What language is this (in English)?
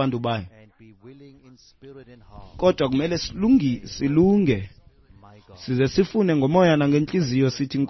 Xhosa